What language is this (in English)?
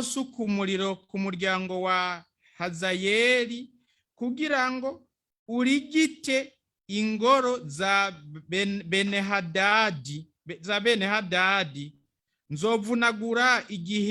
Rundi